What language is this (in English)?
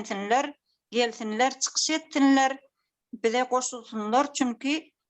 Turkmen